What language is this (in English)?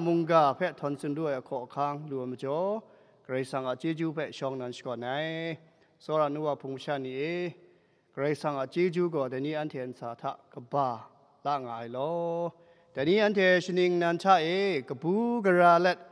Kachin